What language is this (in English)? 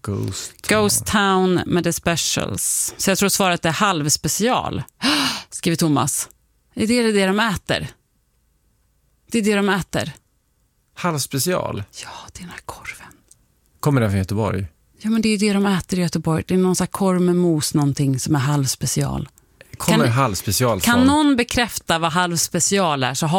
Swedish